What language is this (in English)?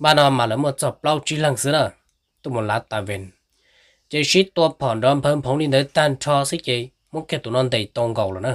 Hmong